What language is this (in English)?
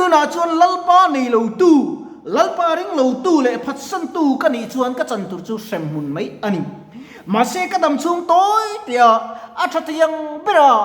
Mizo